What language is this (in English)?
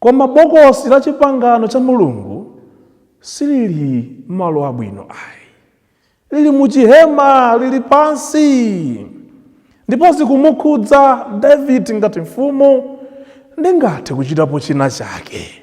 Nyanja